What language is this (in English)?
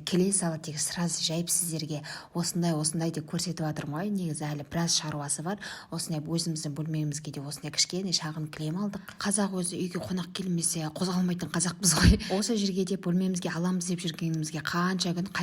Kazakh